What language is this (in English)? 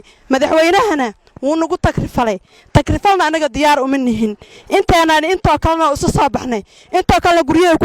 Somali